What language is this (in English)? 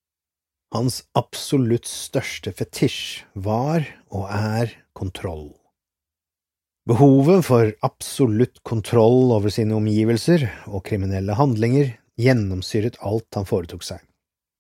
Norwegian